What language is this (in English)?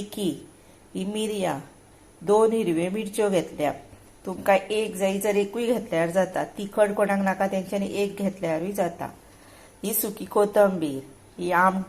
Konkani